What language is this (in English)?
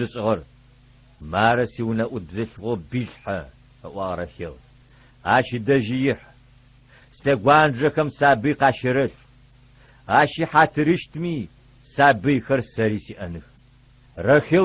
Adyghe